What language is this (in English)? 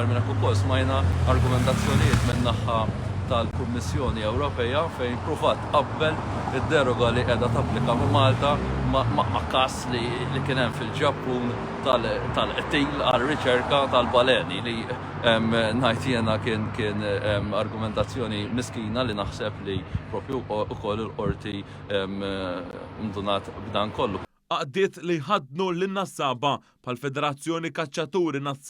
Maltese